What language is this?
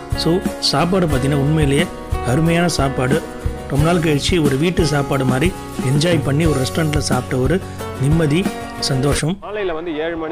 Tamil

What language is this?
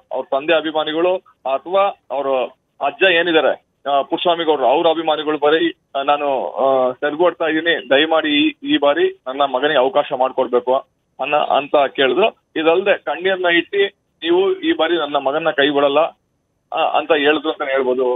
Kannada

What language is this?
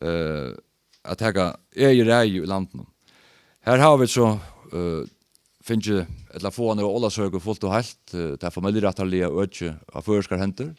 Faroese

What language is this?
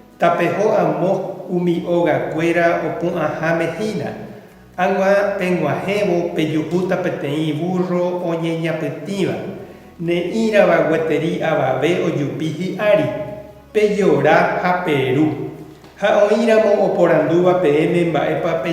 Guarani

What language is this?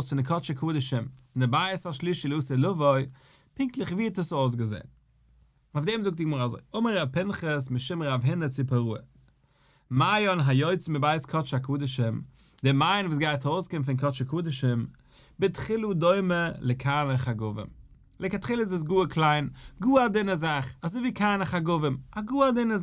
Yiddish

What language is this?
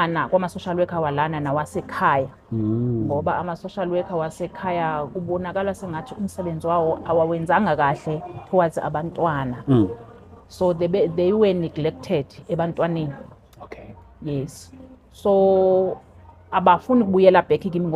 Zulu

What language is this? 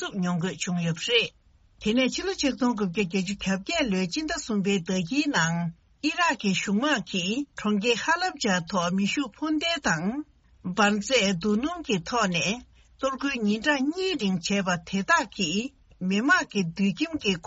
Tibetan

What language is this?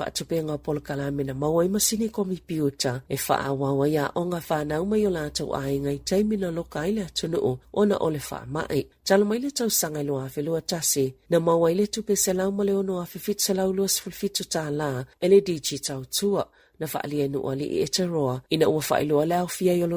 Samoan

